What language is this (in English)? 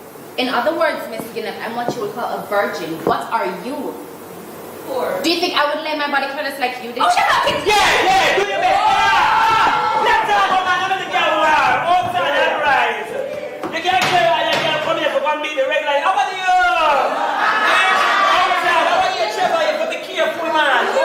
Jamaican Creole English